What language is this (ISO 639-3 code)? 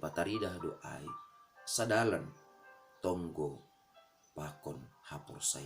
bts